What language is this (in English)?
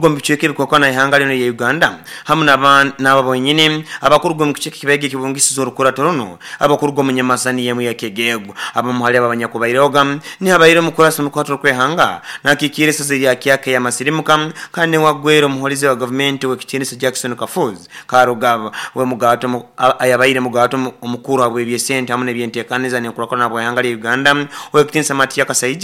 Nyoro